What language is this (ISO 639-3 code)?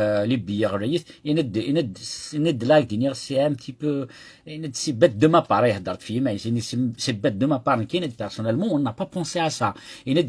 kab